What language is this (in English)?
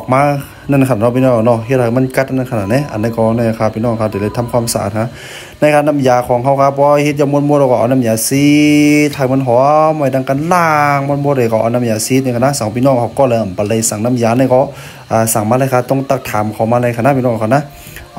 Shan